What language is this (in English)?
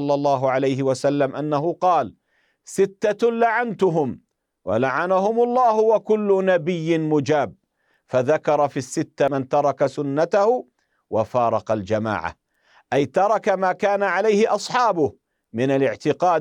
Arabic